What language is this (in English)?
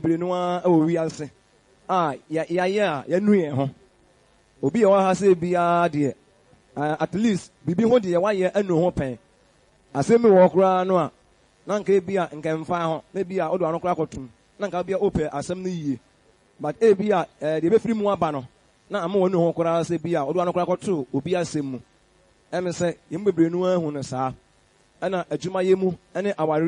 Akan